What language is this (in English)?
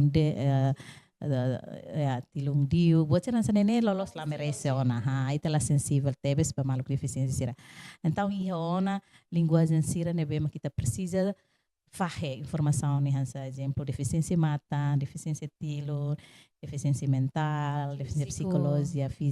Tetum